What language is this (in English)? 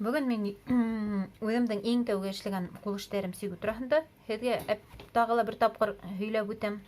Bashkir